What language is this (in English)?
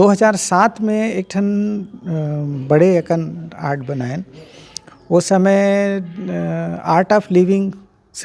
Chhattisgarhi